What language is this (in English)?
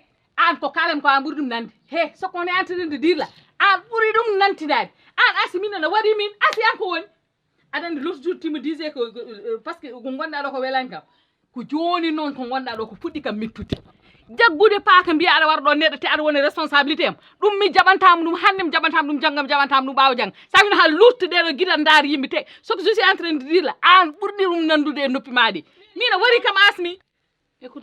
Fula